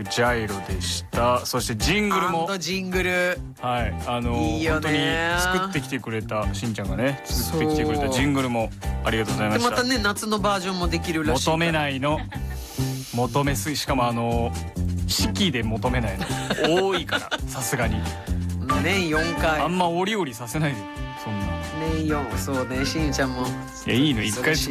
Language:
Japanese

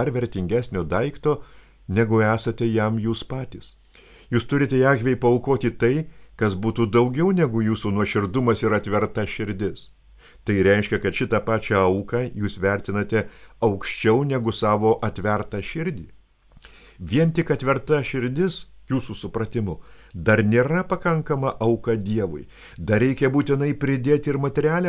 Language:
Lithuanian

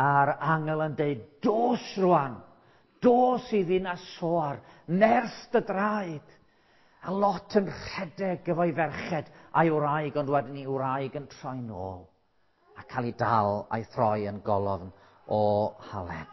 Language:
Welsh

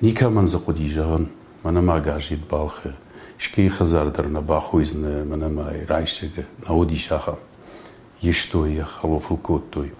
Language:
Ossetic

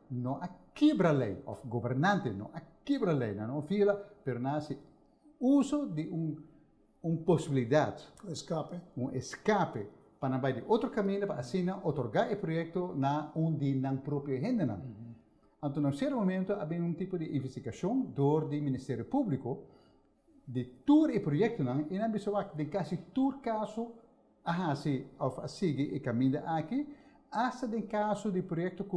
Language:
Papiamento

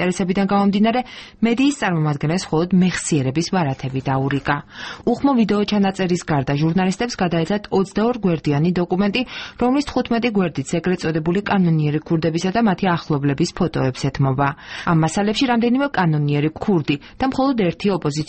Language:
Georgian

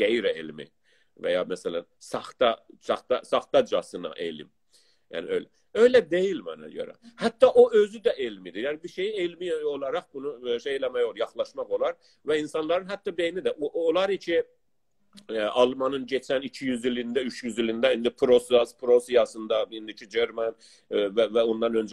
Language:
South Azerbaijani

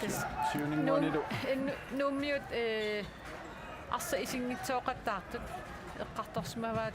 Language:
Kalaallisut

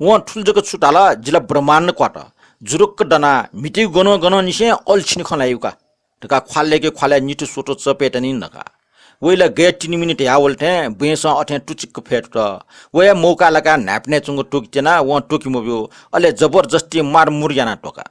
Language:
Newari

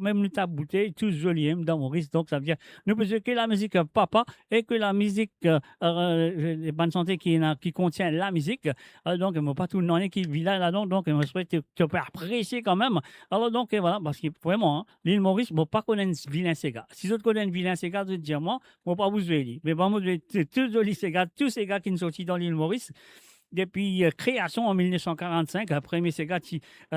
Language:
Morisyen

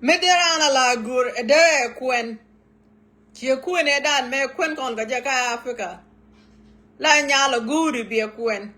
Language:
Nuer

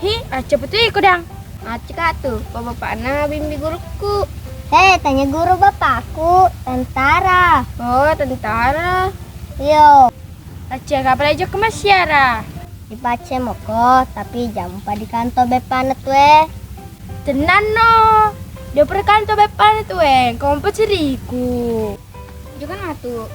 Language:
Buginese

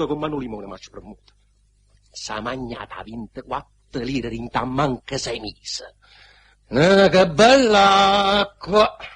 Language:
Neapolitan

